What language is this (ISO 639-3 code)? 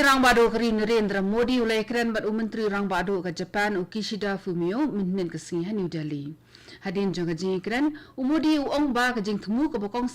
kha